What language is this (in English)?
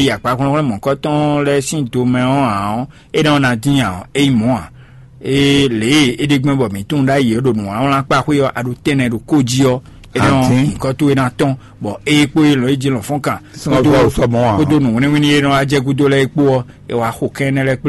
Fon